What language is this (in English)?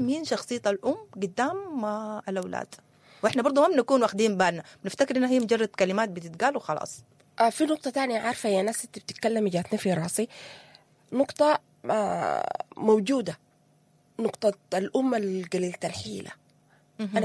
Sudanese Arabic